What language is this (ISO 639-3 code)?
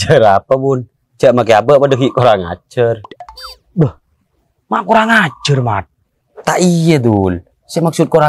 mad